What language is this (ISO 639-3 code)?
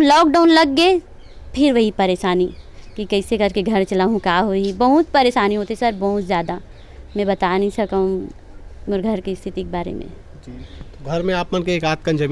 hne